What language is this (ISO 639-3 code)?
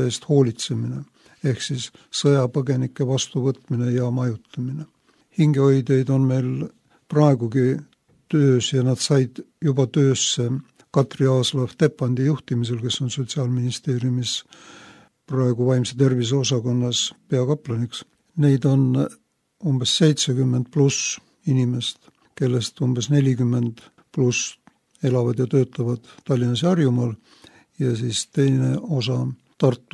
est